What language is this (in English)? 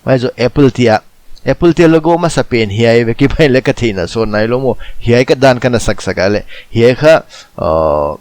Paite Chin